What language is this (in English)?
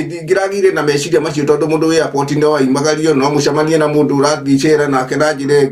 Kikuyu